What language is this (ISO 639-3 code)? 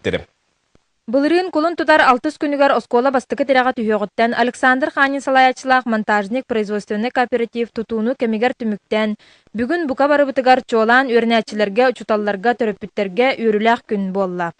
sah